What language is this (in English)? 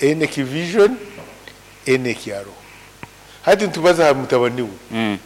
Nyankole